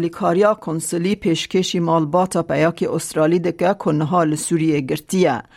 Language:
Kurdish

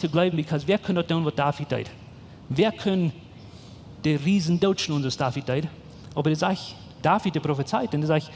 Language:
Plautdietsch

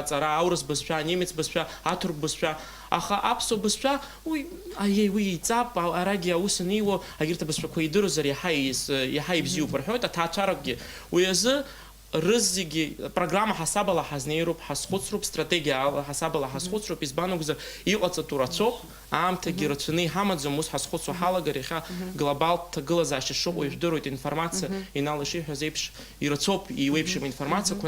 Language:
Abkhazian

